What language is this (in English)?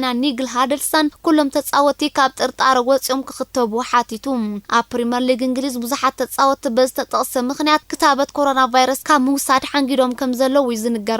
Tigrinya